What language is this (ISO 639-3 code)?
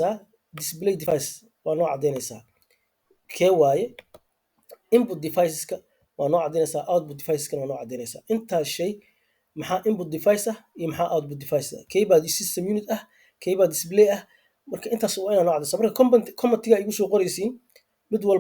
som